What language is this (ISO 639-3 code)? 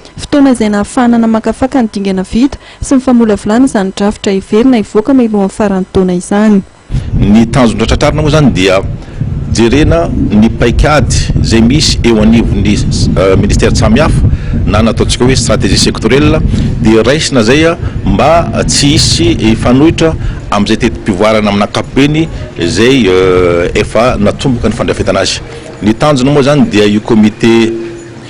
mlg